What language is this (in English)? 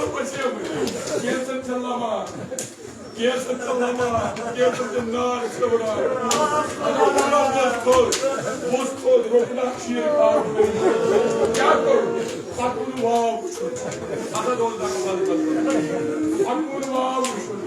Kashmiri